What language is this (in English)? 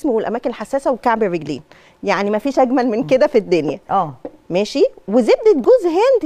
Egyptian Arabic